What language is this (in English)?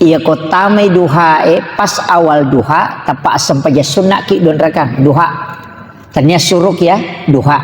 Buginese